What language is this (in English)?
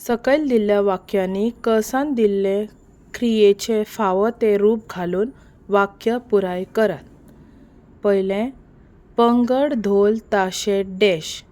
Konkani